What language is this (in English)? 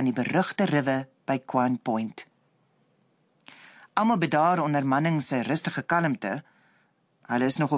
Afrikaans